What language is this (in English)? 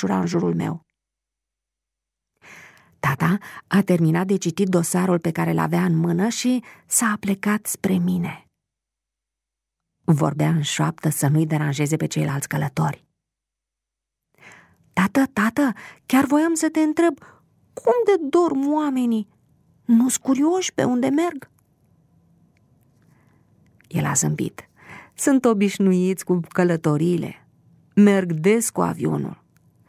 Romanian